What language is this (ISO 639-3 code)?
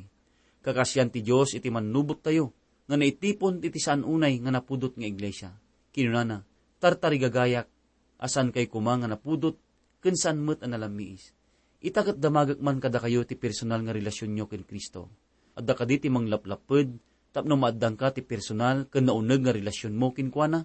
ilo